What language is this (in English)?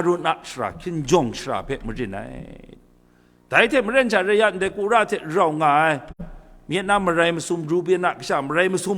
Kachin